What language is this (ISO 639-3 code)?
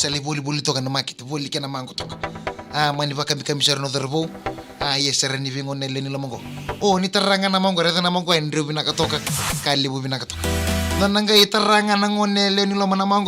fij